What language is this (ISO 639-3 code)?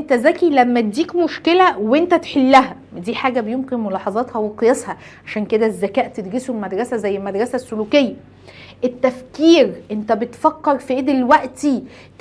arz